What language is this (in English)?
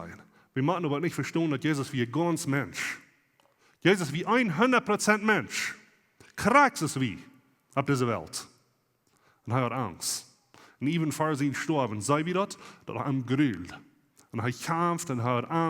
Plautdietsch